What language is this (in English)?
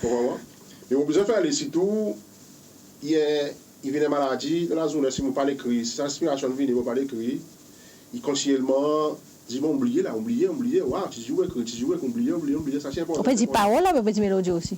Seselwa Creole French